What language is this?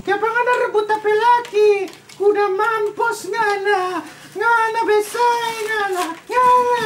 Manado Malay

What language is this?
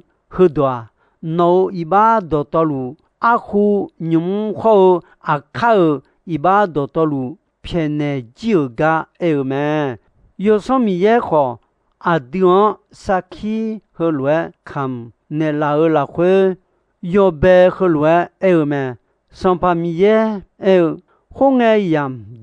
Akha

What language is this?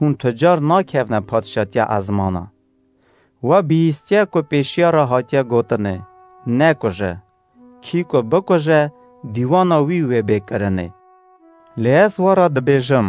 Kurdish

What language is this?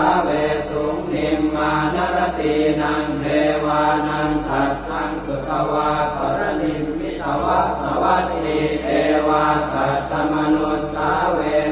Pali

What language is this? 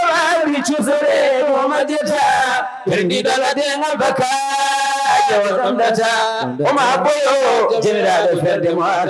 Fula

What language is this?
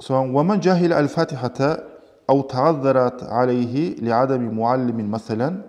Kumyk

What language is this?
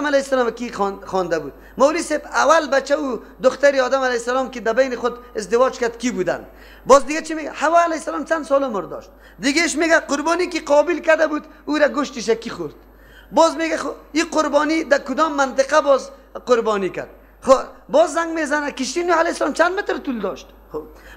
Persian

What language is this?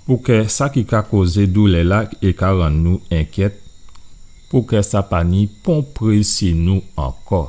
Guadeloupean Creole French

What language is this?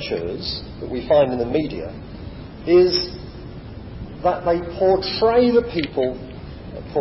English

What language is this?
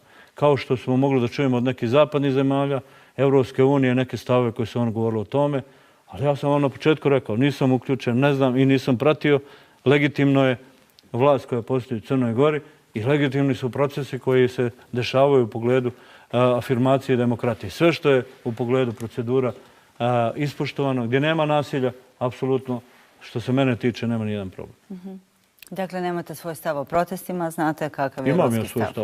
Bosnian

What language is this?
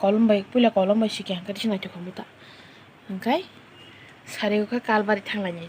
Kok Borok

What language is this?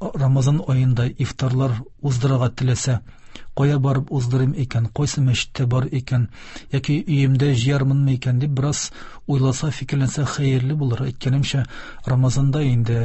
Tatar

